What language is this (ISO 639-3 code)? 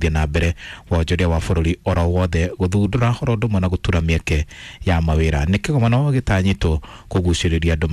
kik